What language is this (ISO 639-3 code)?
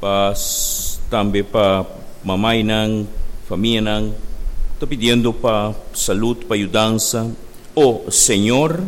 pap